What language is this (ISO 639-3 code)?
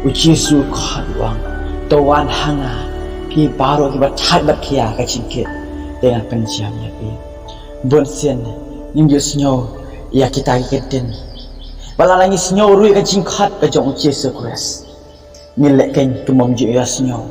kha